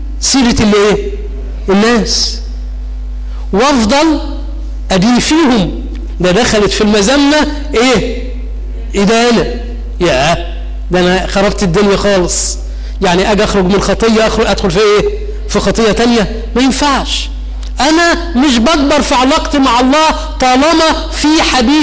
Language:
Egyptian Arabic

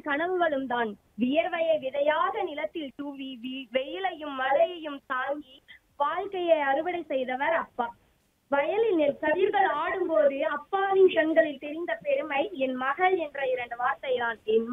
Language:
Tamil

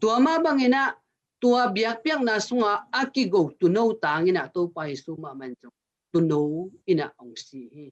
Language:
Tedim Chin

